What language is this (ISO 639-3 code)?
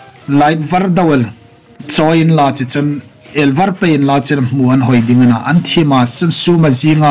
hmr